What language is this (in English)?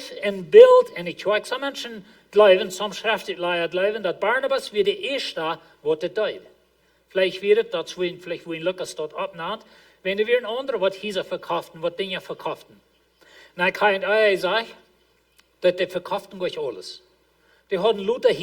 Plautdietsch